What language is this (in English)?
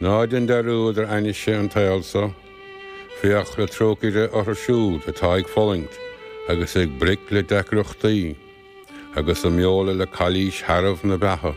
Irish